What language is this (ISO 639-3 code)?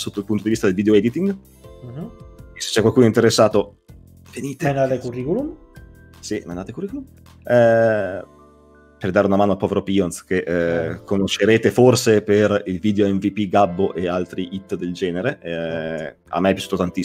ita